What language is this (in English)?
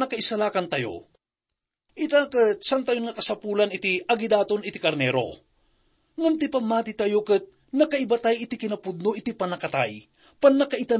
Iloko